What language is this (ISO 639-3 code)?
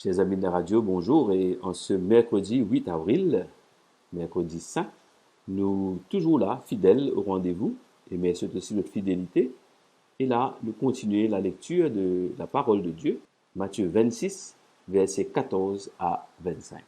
mfe